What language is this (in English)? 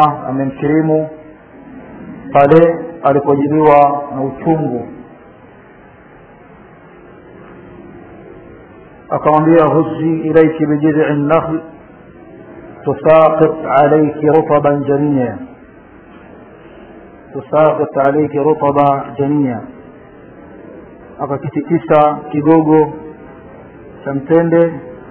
Swahili